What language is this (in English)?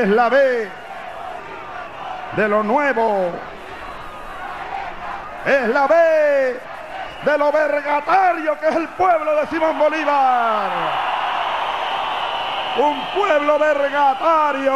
Spanish